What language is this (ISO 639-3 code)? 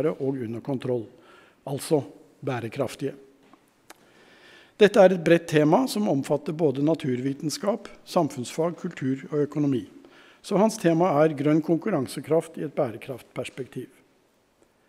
nor